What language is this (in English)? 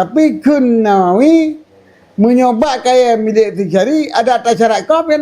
Achinese